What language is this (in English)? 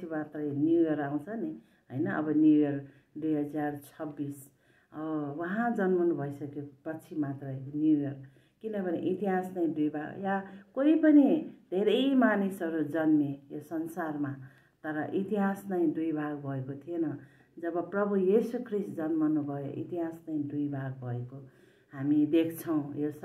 Nepali